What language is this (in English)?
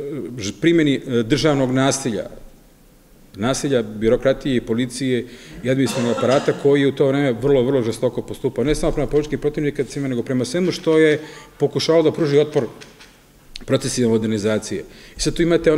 Serbian